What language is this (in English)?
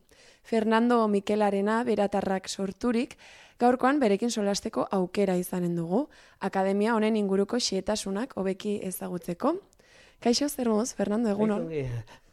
Basque